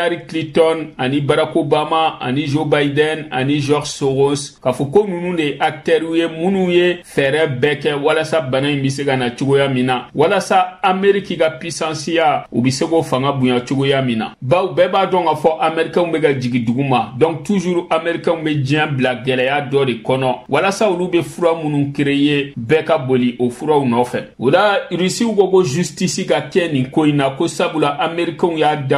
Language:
Bambara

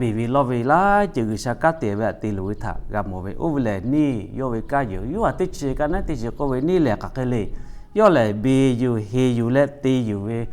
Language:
Lahu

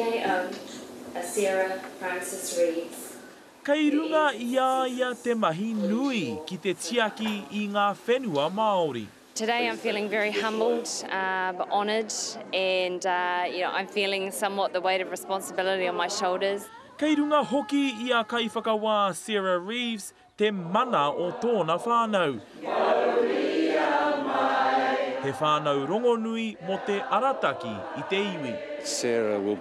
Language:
Māori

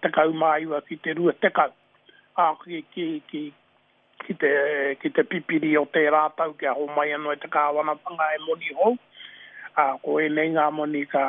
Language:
Māori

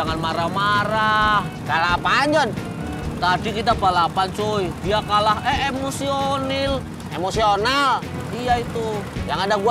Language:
Betawi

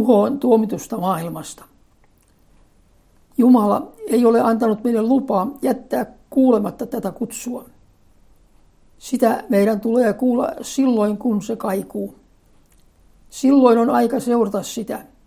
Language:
Finnish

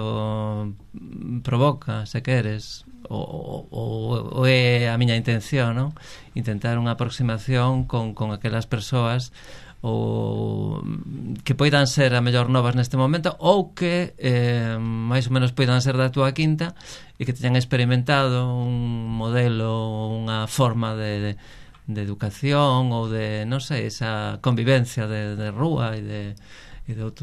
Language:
Galician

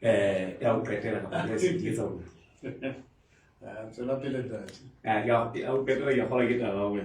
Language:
Southern Sotho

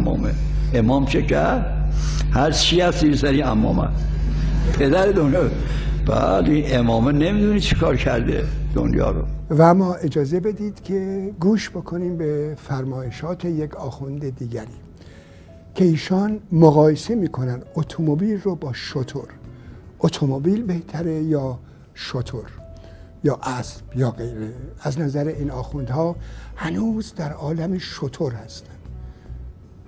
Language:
Persian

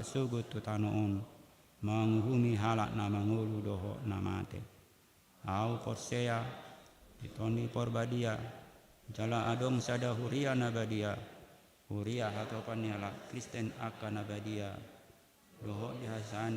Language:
Batak Toba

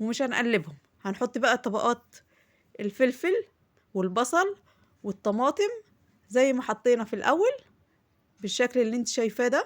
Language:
Egyptian Arabic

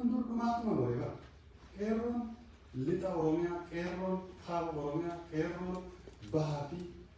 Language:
Oromo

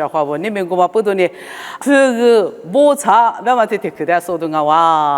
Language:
Lisu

